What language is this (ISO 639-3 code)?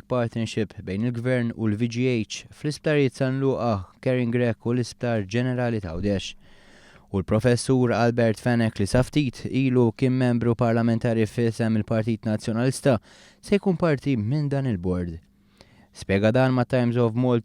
mlt